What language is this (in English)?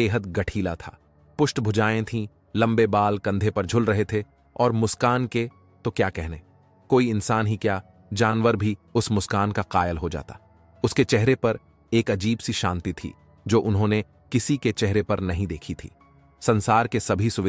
Hindi